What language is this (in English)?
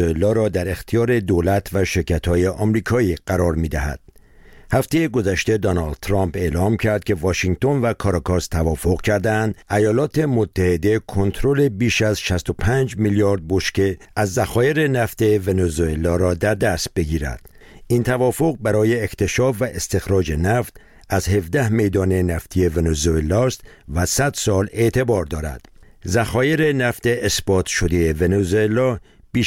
Persian